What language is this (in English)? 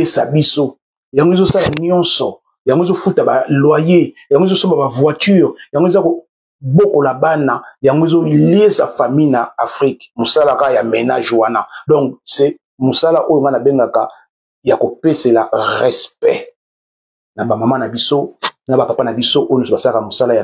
Lingala